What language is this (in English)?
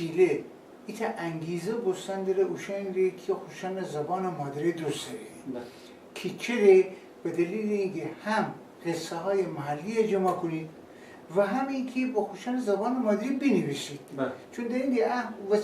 Gilaki